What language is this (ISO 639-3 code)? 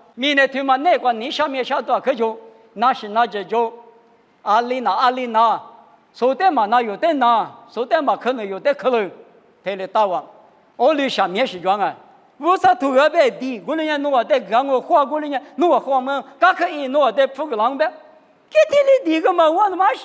lis